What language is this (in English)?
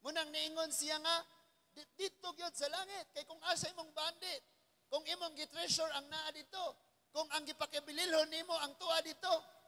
Cebuano